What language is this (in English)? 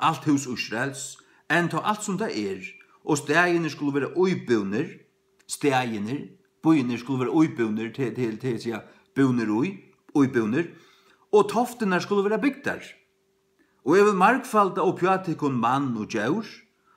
Faroese